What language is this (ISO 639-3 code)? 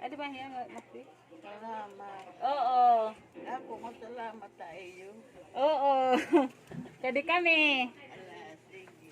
war